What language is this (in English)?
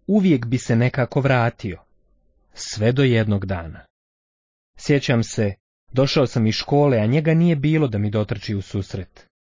Bosnian